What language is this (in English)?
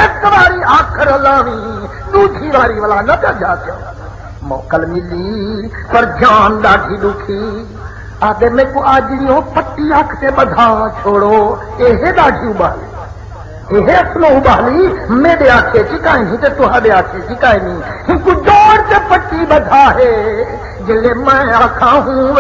Saraiki